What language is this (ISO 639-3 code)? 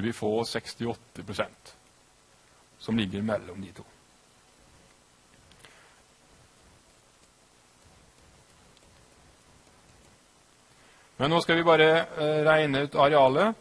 nor